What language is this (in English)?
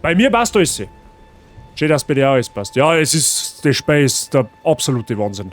Bavarian